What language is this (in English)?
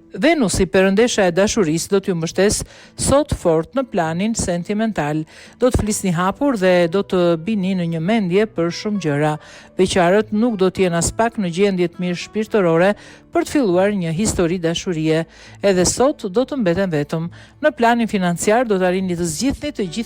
Albanian